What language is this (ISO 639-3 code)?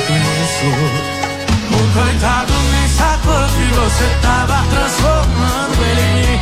por